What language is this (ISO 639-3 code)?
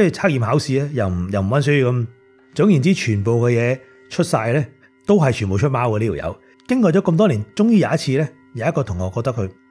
yue